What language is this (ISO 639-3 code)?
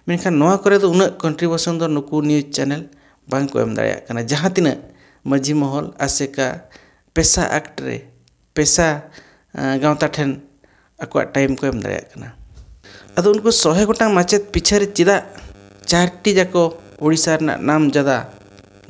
sat